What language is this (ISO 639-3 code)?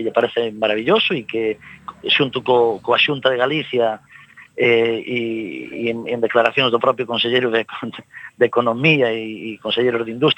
glg